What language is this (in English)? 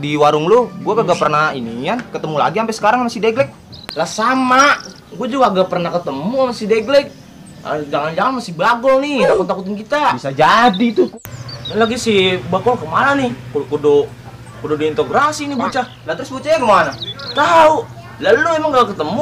Betawi